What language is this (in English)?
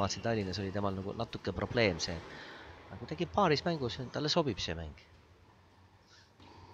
Estonian